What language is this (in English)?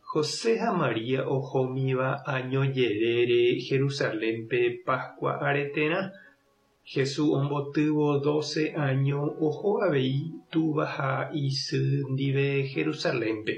Guarani